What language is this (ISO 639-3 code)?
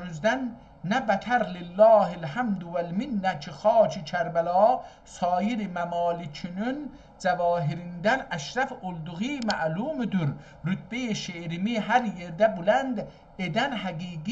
azb